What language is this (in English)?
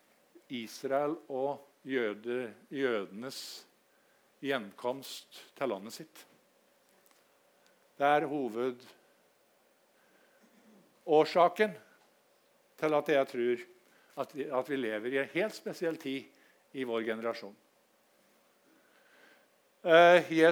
Norwegian